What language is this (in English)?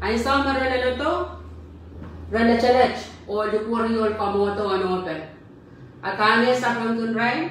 Pohnpeian